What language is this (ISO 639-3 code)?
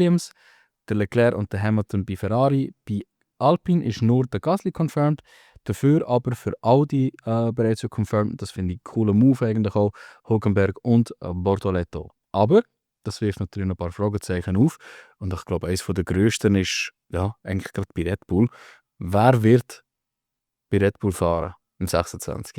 gsw